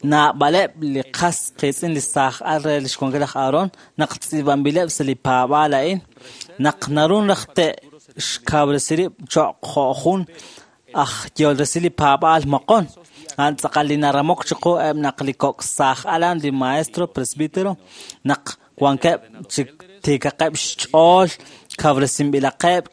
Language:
Kekchí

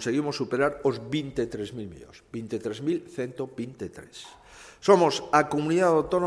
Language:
Galician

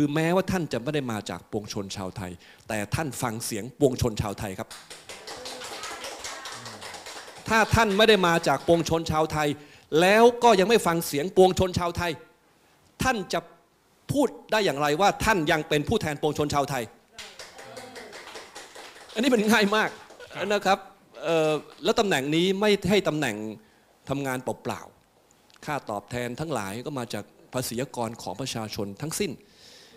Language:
Thai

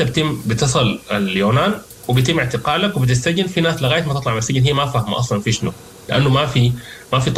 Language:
Sudanese Arabic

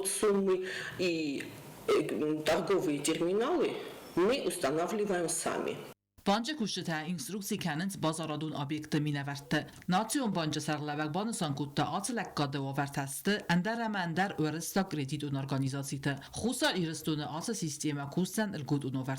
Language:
Ossetic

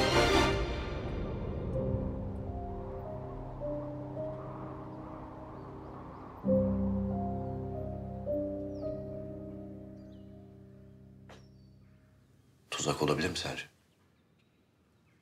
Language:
Turkish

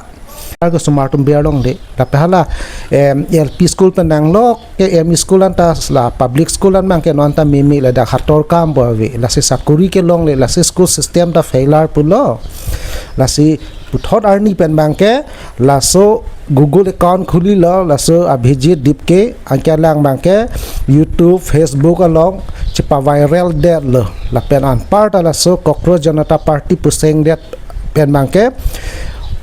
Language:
Karbi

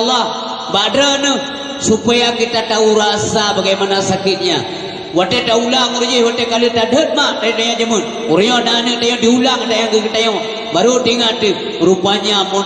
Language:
Achinese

